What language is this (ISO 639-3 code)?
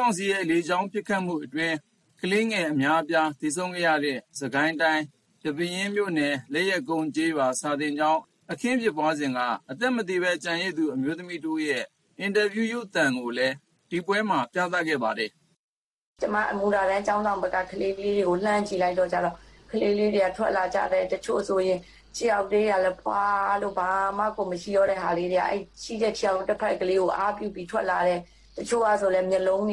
mya